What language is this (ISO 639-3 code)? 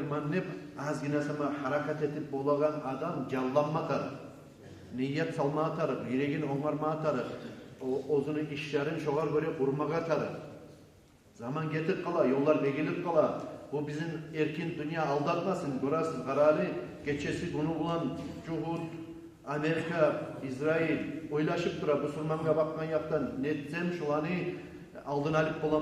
kum